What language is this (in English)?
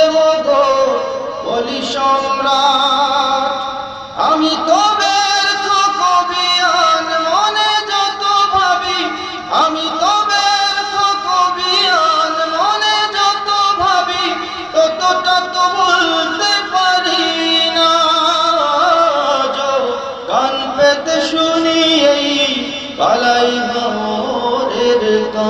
Bangla